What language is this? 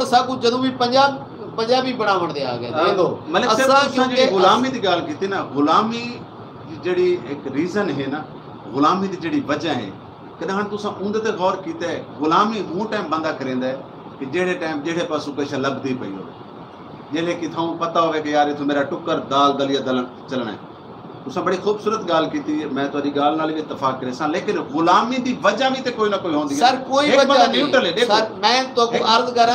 Saraiki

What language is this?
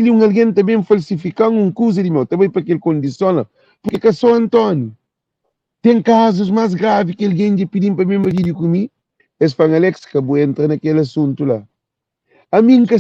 Kabuverdianu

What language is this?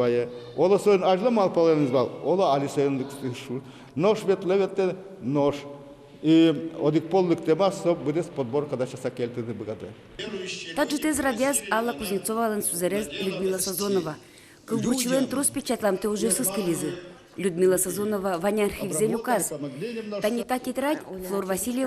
Udmurt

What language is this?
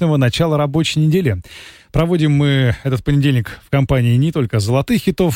Russian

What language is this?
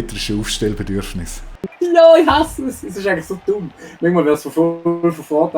Swiss German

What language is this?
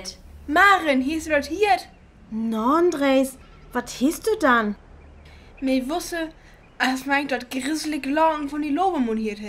Northern Frisian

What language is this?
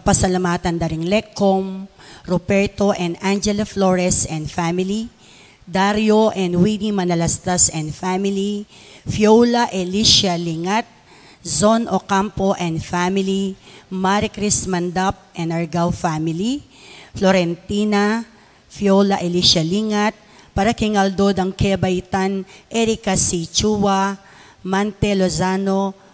Pampanga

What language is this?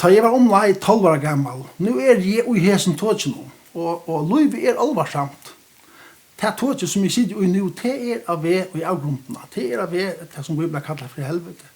Faroese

